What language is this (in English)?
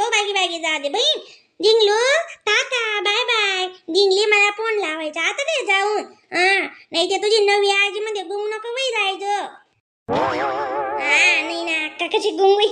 Khandesi